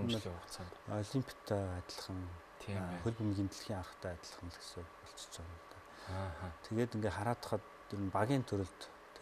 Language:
Mongolian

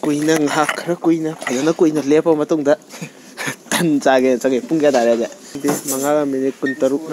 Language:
Manipuri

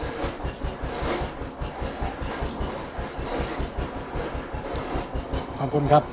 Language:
Lao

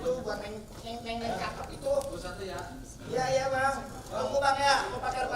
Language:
Betawi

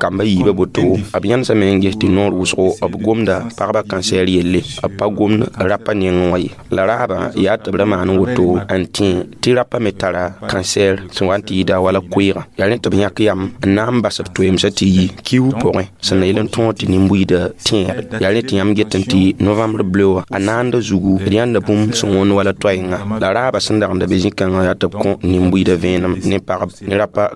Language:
Mossi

